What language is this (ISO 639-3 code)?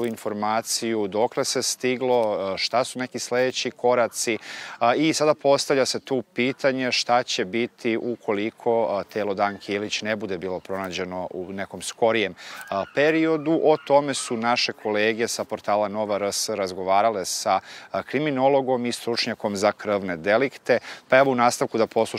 srp